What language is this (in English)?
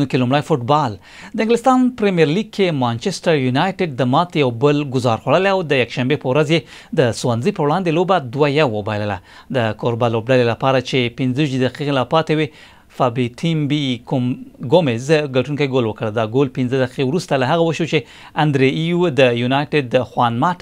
Pashto